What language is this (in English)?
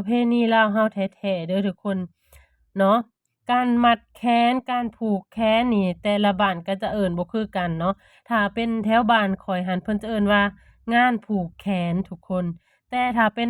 Lao